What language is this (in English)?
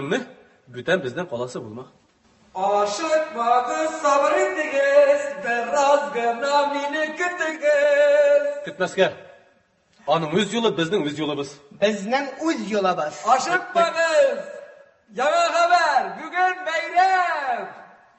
Tatar